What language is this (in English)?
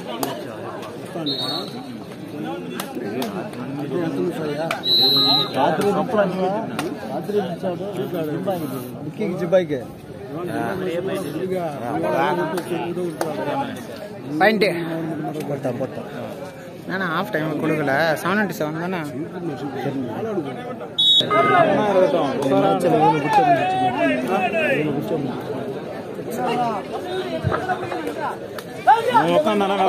Tamil